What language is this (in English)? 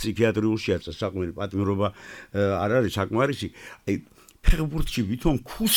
Georgian